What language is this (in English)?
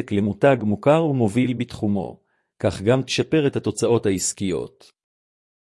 Hebrew